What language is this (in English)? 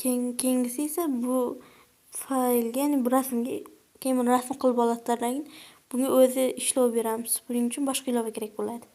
Uzbek